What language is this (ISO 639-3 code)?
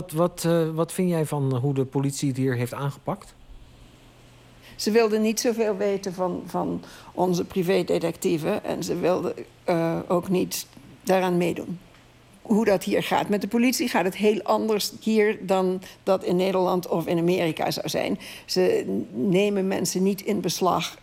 nld